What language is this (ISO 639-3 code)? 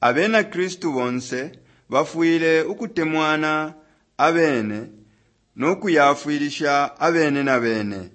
bem